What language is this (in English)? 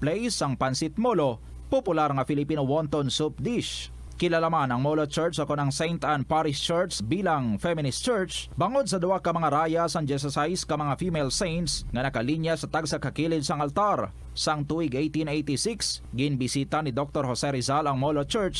Hiligaynon